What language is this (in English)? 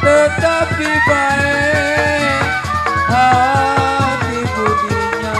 Betawi